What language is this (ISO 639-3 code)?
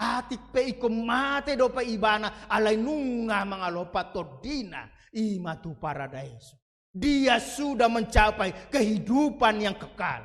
bbc